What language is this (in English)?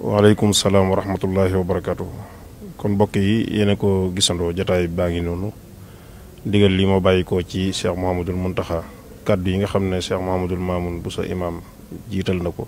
Wolof